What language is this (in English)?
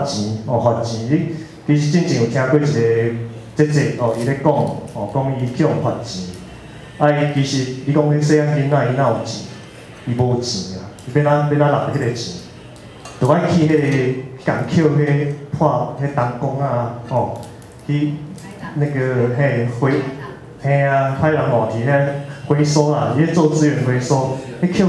Min Nan Chinese